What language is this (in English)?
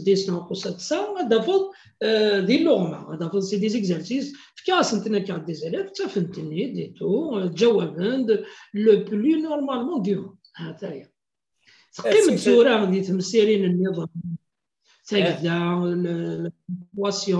Kabyle